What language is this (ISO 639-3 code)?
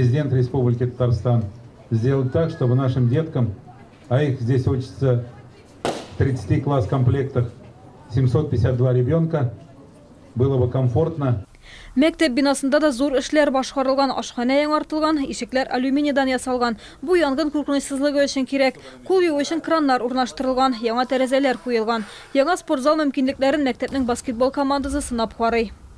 tat